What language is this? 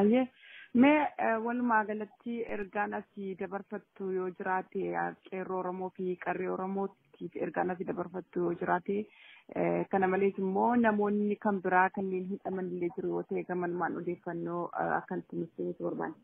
Oromo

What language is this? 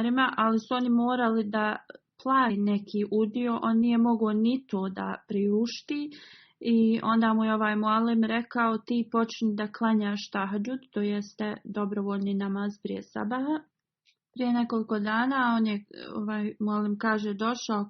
Bosnian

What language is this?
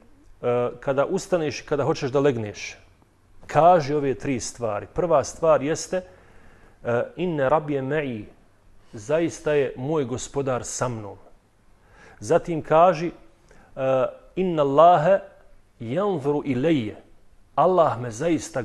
Bosnian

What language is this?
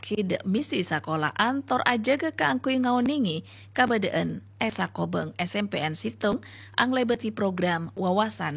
Madurese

